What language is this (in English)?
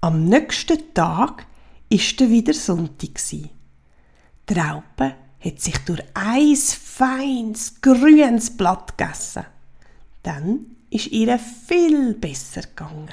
Swiss German